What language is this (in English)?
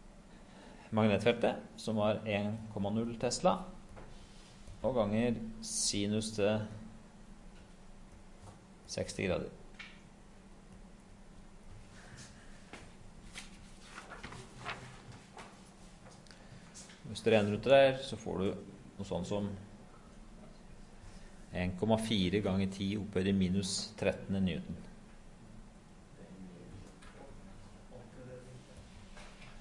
Norwegian